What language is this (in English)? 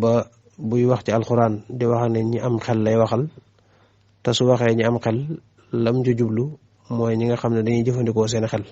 Wolof